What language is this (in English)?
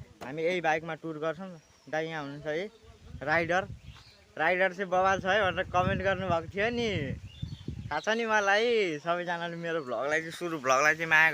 Nepali